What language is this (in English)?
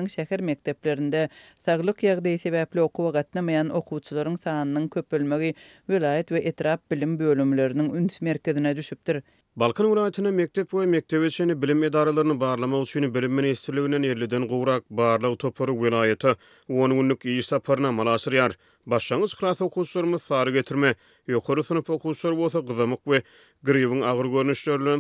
Turkmen